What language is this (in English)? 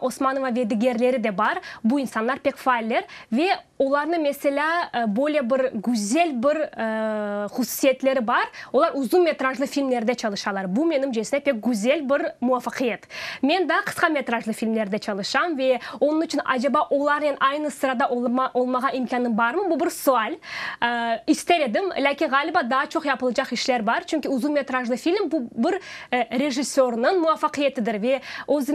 Crimean Tatar